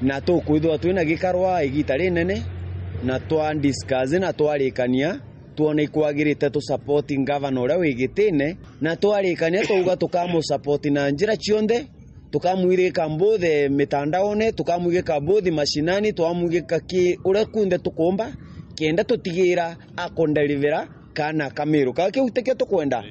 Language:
Meru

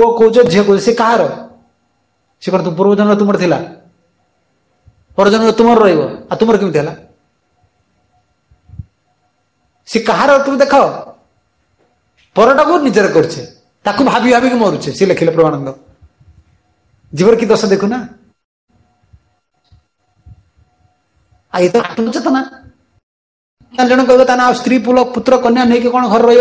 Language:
Odia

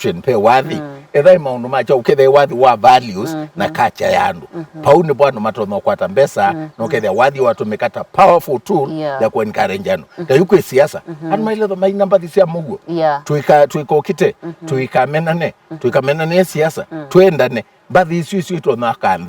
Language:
Kamba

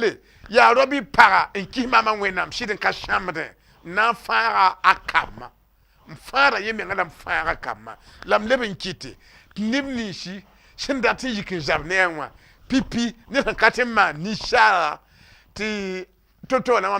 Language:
Mossi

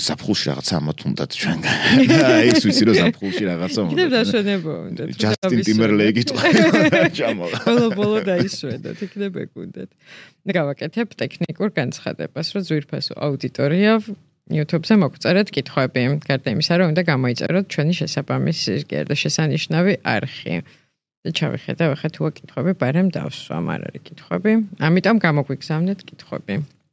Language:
Georgian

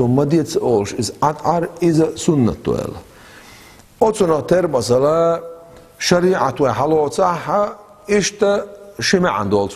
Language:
Chechen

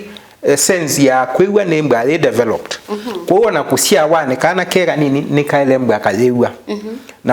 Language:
Kamba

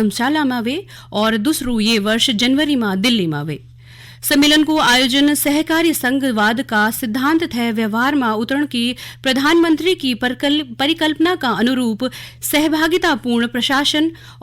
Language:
Garhwali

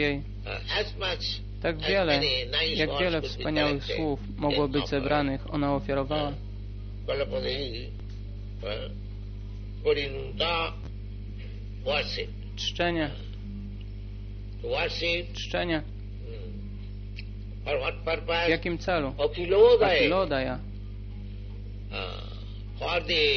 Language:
Polish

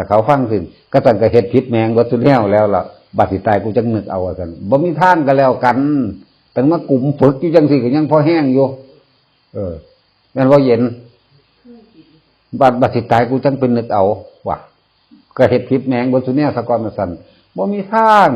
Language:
Northeastern Thai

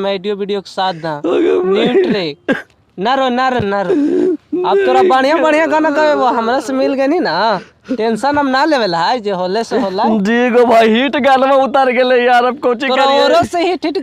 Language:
Magahi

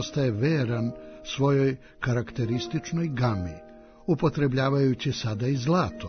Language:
Serbian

